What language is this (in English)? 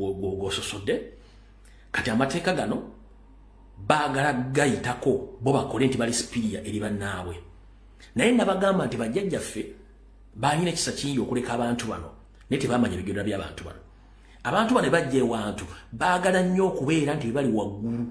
Ganda